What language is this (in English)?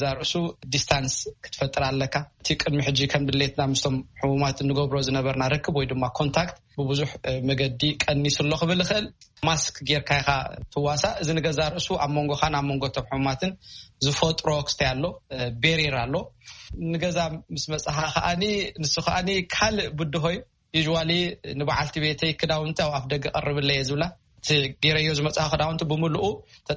Tigrinya